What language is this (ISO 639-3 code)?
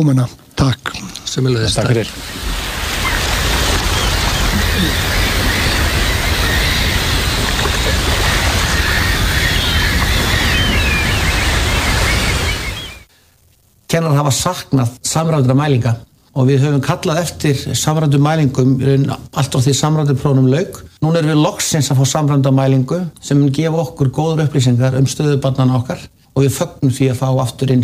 isl